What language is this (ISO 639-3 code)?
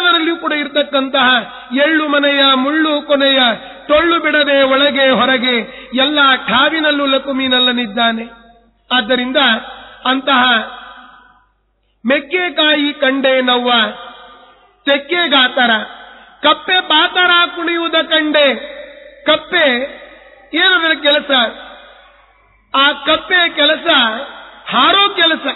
kan